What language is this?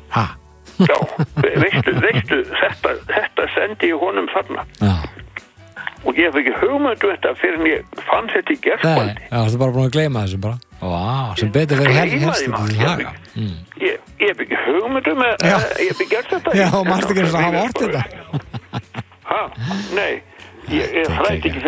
Icelandic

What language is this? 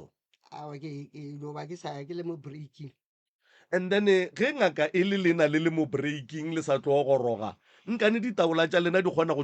Northern Sotho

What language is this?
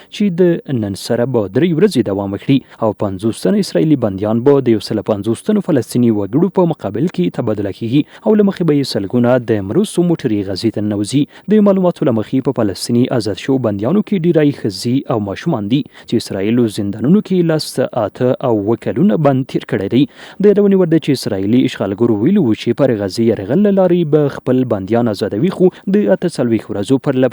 Pashto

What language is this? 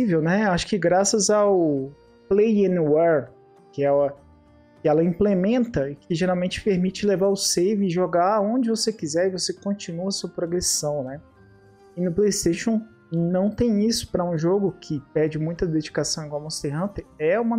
Portuguese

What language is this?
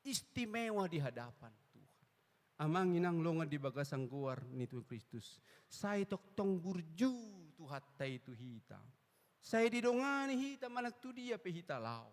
Batak Toba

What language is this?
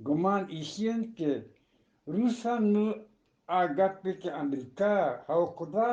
Eastern Balochi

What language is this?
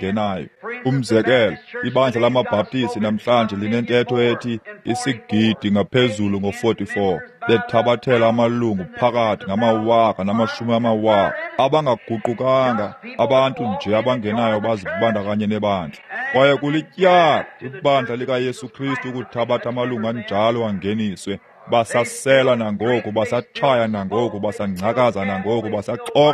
Xhosa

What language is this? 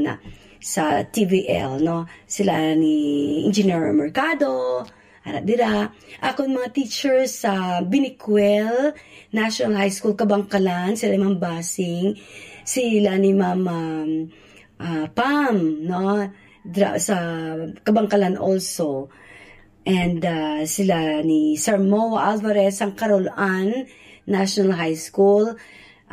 Hiligaynon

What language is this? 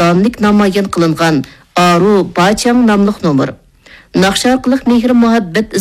Uyghur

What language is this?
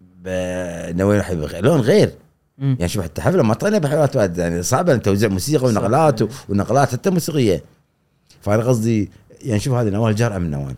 Gulf Arabic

